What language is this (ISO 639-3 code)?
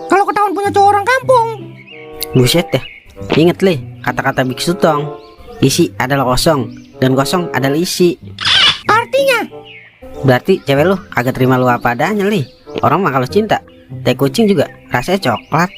bew